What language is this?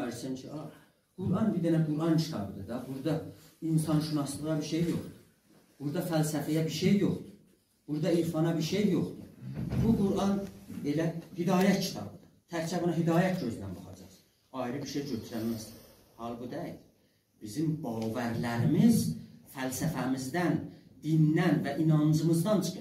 South Azerbaijani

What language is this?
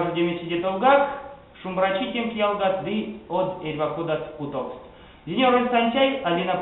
Erzya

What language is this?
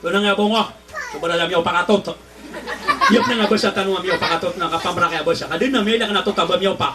Maranao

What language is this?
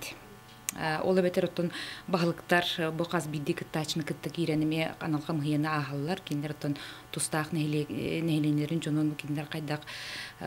Yakut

